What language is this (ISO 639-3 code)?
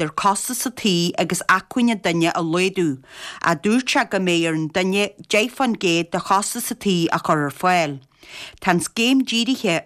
gle